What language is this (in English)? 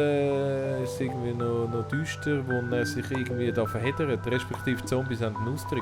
Swiss German